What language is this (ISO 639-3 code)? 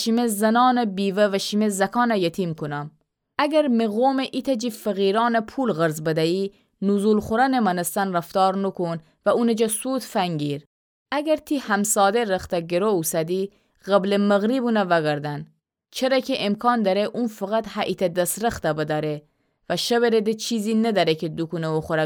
glk